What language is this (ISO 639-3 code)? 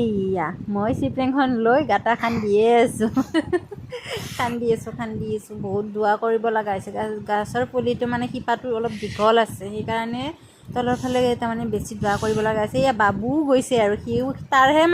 asm